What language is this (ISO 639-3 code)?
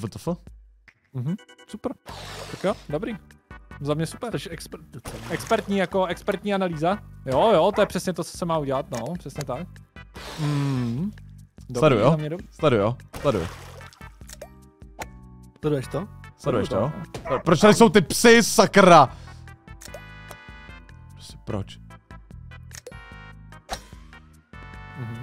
ces